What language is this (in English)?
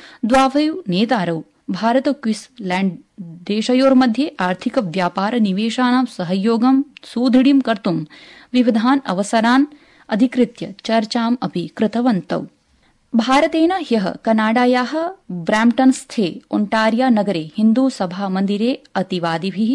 Sanskrit